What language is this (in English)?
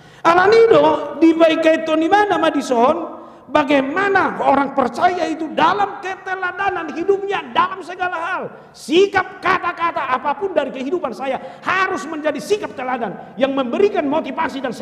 Batak Toba